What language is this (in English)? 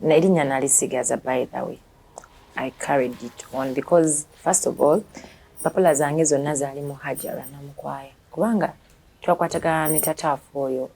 Ganda